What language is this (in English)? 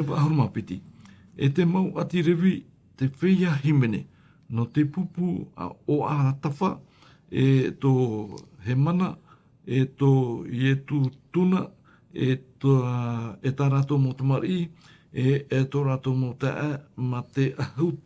Tahitian